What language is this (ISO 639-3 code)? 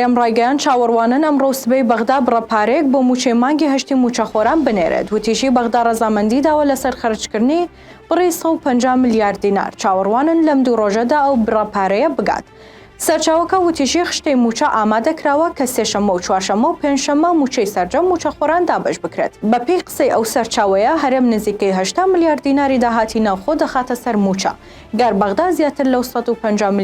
ckb